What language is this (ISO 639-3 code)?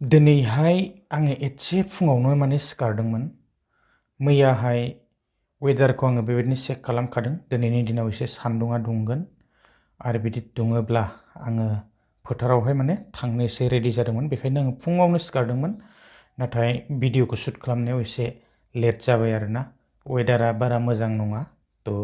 brx